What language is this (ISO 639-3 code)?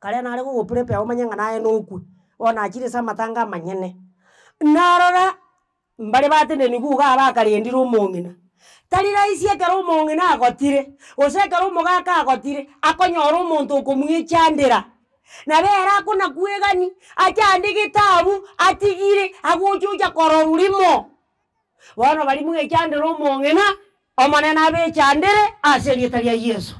guz